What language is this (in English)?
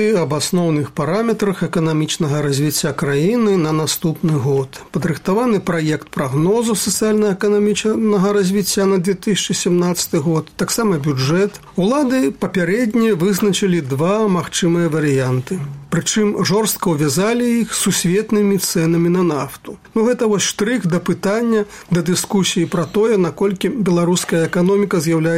Belarusian